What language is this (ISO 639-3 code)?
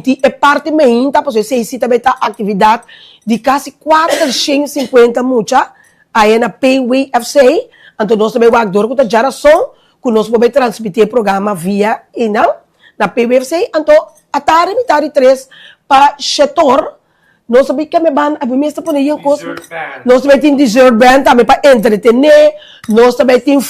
pap